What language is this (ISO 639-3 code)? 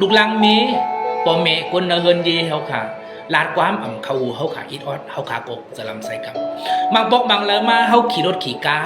shn